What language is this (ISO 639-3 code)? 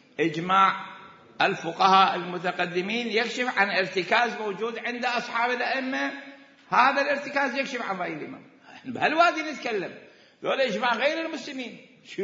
acm